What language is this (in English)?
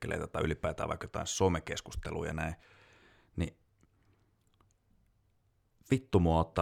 Finnish